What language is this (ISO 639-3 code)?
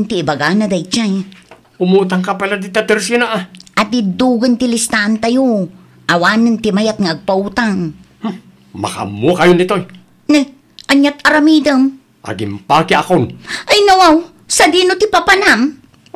ilo